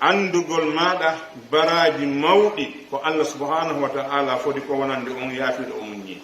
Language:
Pular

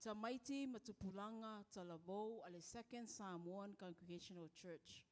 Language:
Samoan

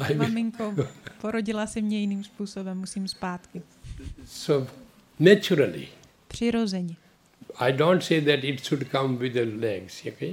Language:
Czech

